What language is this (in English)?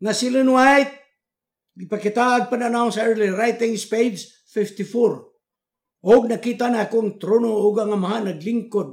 Cebuano